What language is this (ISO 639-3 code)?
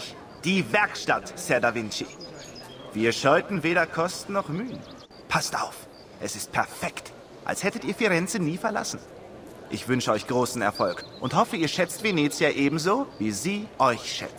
bar